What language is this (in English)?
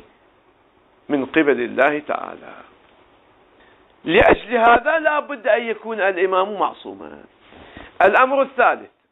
Arabic